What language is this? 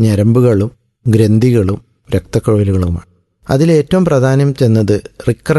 Malayalam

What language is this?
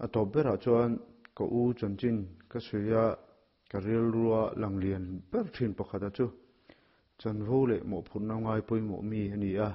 Mizo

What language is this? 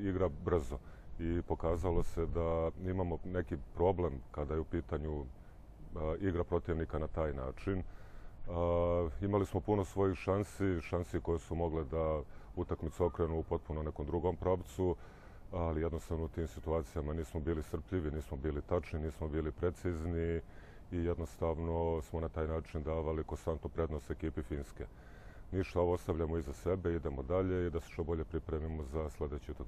Serbian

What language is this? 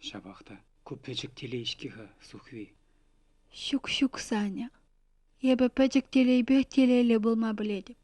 Chuvash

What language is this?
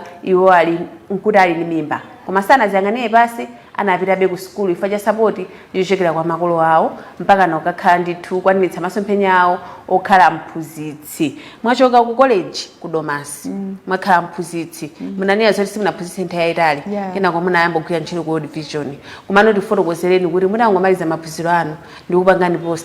Nyanja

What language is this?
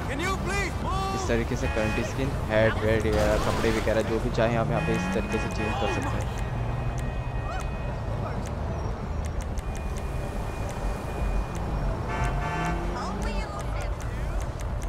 Hindi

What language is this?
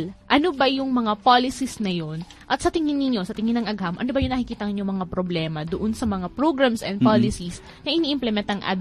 Filipino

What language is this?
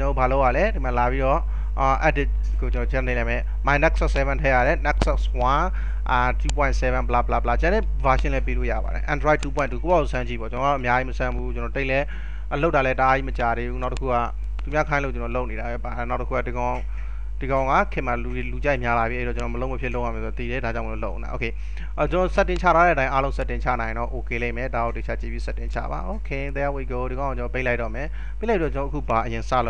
Burmese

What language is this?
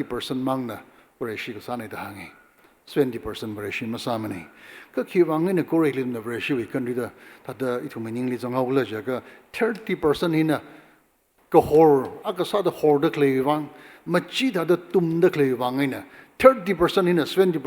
Tangkhul Naga (India)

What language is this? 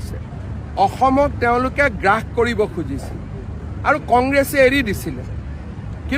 Assamese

